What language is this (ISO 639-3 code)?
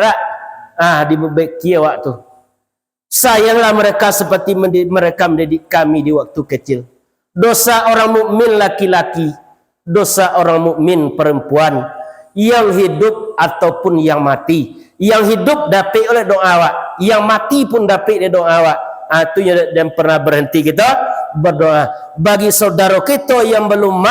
min